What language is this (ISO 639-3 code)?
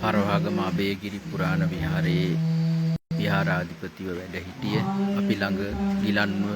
sin